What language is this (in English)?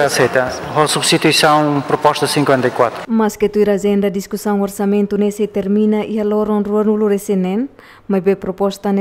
Tetum